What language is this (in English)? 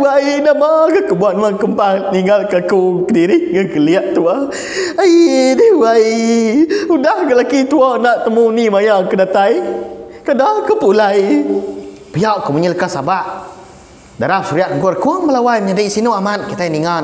Iban